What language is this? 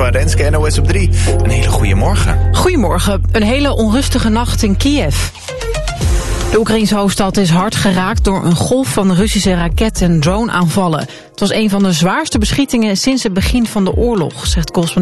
Dutch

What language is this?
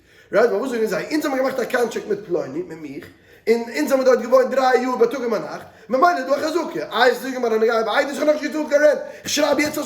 Yiddish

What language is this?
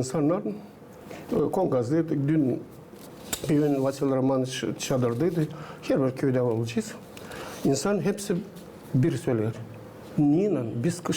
Gagauz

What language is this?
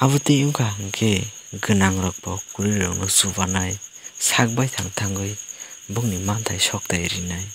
Kok Borok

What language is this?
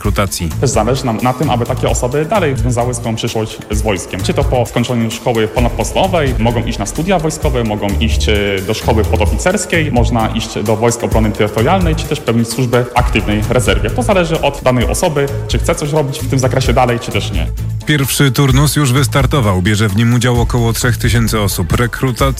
Polish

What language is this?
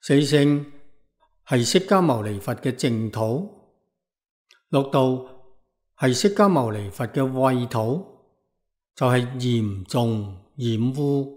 Cantonese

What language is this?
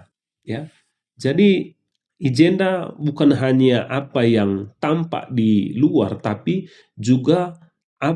Batak Karo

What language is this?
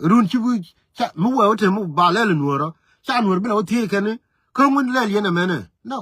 Nuer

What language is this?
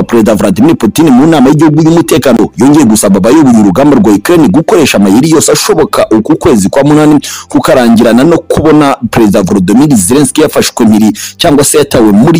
Kinyarwanda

